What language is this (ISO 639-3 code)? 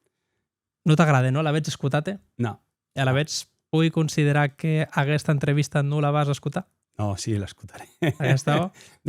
oci